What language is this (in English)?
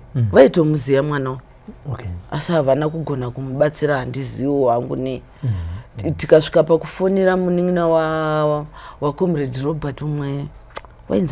Shona